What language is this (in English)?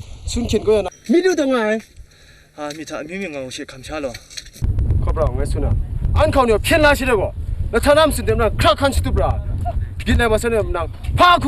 Kachin